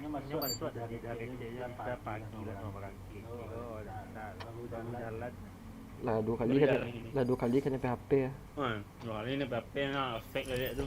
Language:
Minangkabau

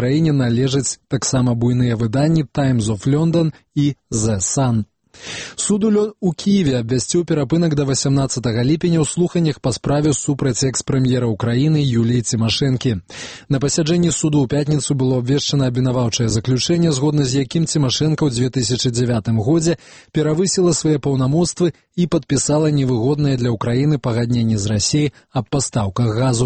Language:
Belarusian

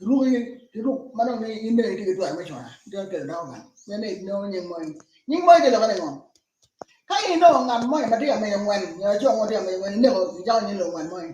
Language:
Acoli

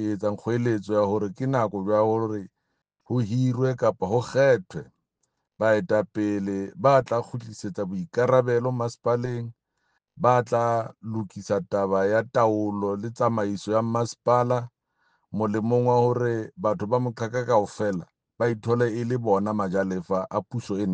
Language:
Southern Sotho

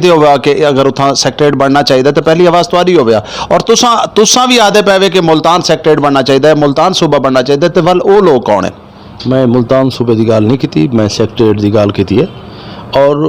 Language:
Saraiki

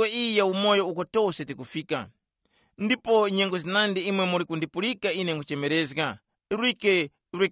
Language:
Tumbuka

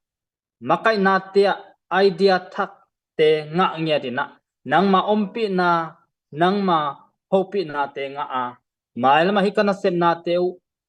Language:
Tedim Chin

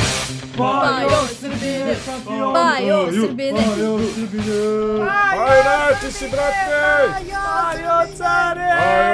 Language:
Serbian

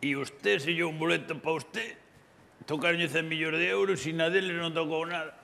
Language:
Galician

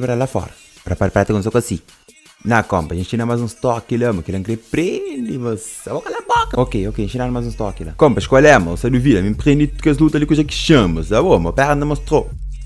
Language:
Kabuverdianu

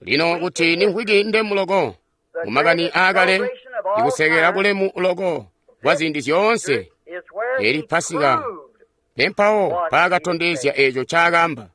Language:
Tonga (Zambia)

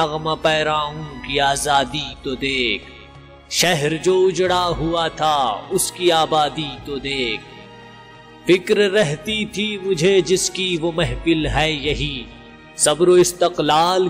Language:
Urdu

